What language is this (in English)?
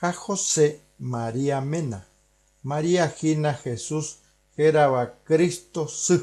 Guarani